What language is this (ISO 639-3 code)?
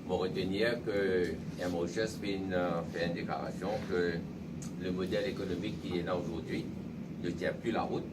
mfe